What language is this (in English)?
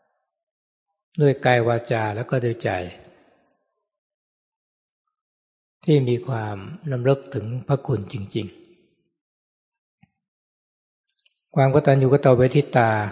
Thai